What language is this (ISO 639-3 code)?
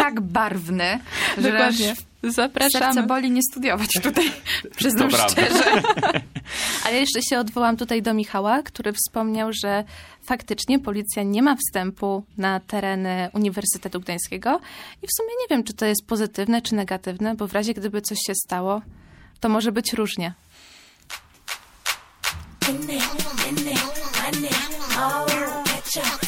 pol